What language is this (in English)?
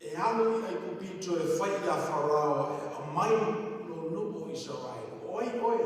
Samoan